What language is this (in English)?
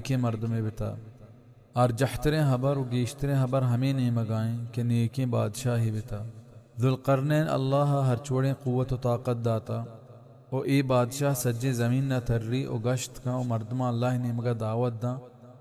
Baluchi